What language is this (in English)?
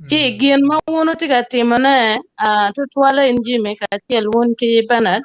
Acoli